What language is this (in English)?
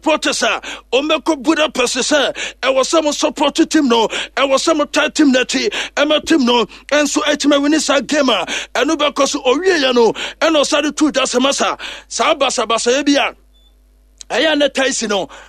Akan